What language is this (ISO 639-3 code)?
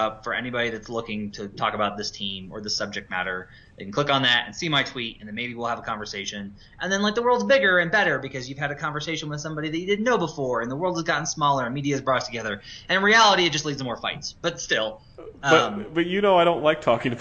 eng